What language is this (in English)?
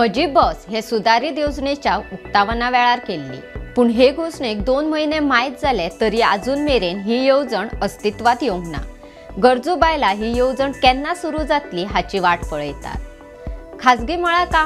Konkani